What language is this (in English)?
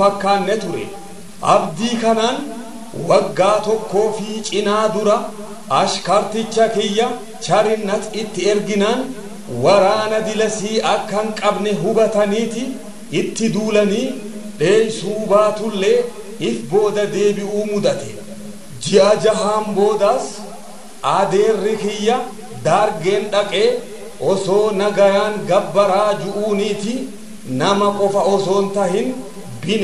Oromo